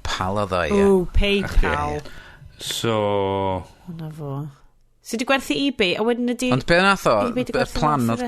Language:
Welsh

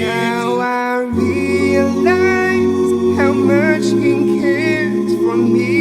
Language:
Southern Sotho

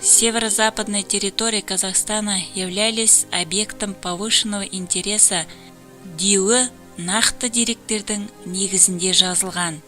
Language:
Kazakh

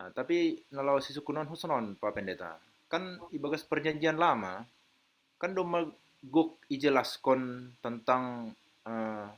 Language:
Batak Simalungun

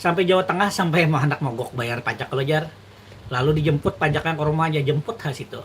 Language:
Banjar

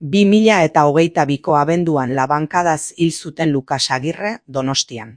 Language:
Basque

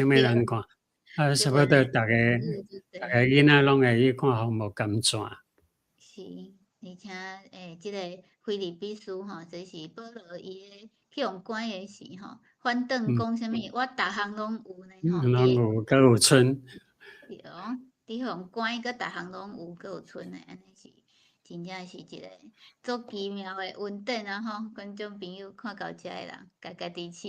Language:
Min Nan Chinese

